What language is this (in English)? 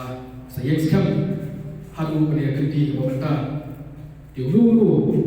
Khasi